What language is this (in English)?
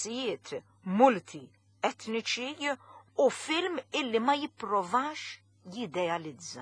Maltese